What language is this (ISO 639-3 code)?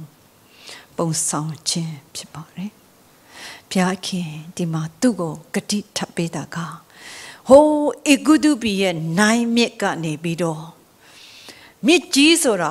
mya